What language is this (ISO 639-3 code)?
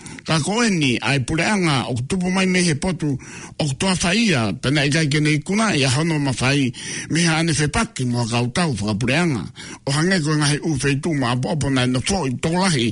ton